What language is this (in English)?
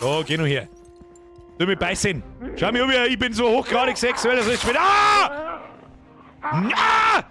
Bavarian